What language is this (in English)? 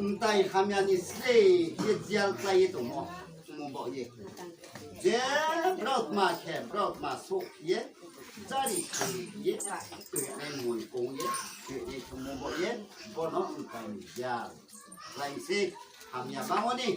Riang (India)